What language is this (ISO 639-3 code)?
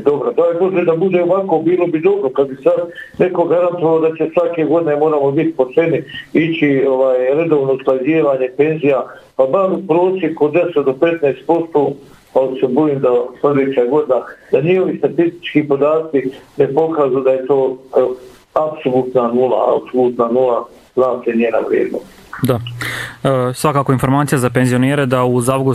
bos